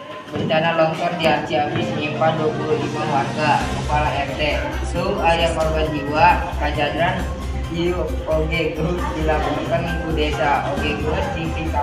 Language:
Sundanese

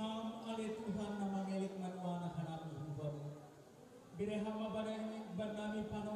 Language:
Batak Simalungun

